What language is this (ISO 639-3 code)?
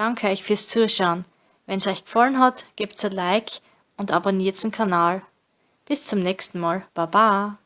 bar